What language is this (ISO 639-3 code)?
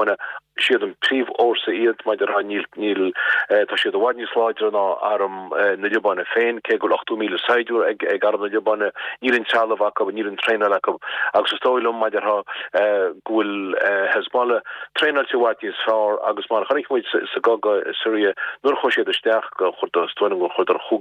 gle